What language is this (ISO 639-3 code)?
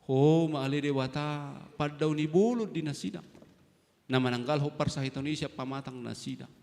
bbc